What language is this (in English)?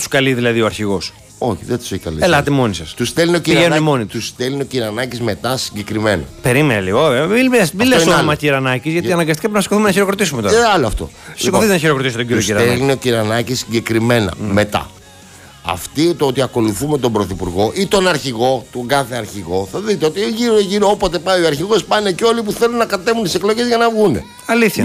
Greek